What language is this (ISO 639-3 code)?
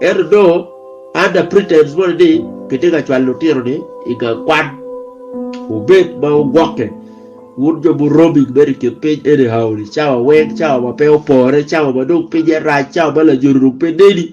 ach